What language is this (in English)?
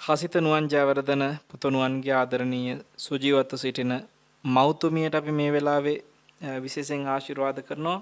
Sinhala